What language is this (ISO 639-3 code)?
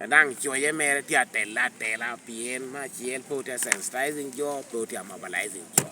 laj